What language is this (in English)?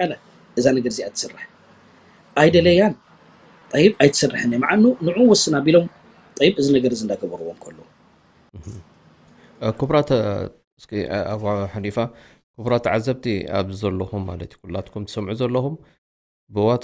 Tigrinya